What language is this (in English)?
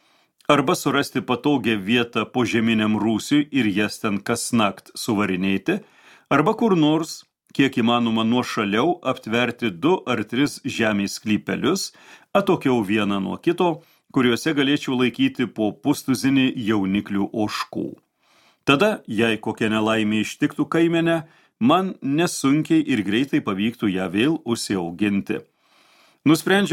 Lithuanian